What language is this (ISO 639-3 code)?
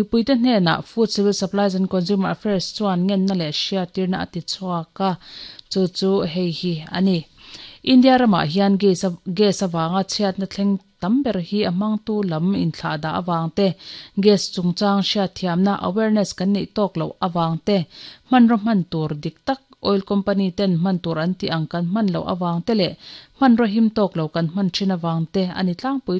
lus